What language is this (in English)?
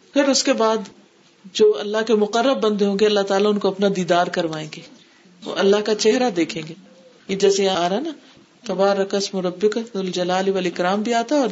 Urdu